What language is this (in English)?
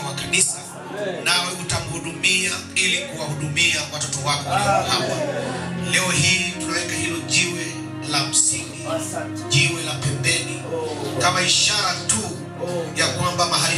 Swahili